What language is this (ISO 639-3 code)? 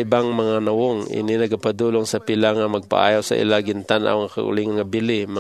hil